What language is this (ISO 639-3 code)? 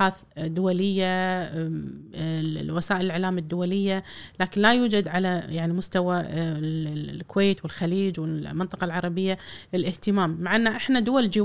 afb